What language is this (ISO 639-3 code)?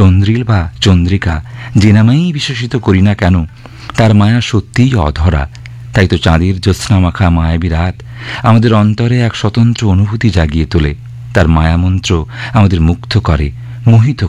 ben